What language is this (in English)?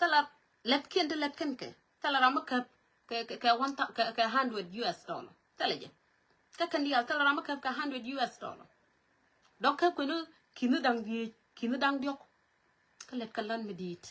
Nuer